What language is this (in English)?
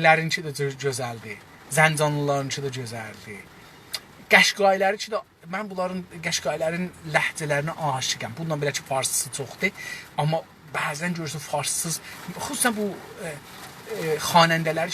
South Azerbaijani